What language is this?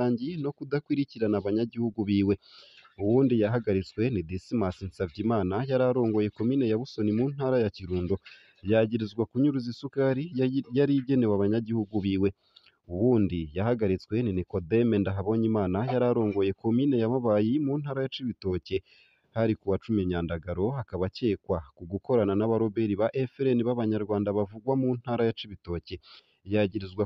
Rundi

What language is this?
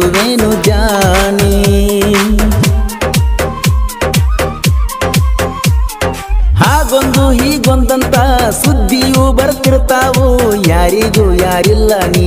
Kannada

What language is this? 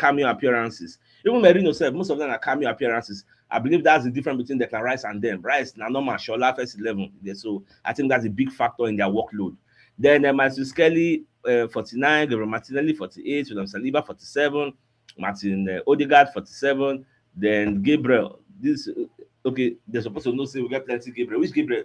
Nigerian Pidgin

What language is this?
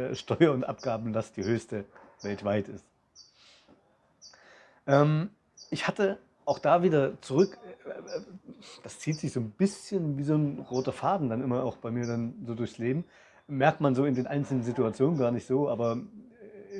German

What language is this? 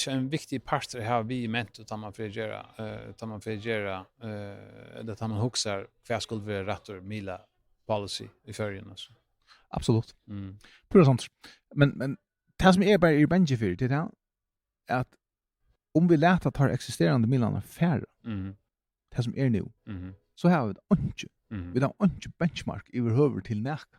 Faroese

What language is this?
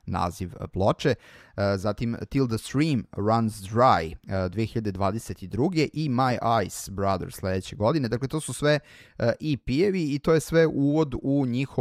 Serbian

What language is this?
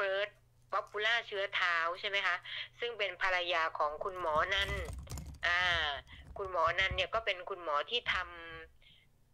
Thai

